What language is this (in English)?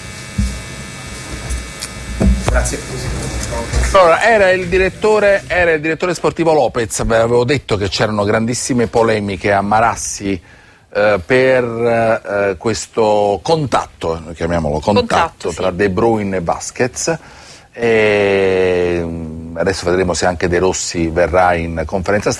Italian